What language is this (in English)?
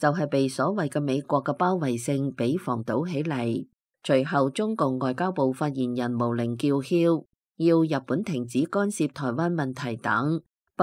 Cantonese